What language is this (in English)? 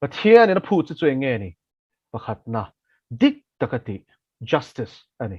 Mizo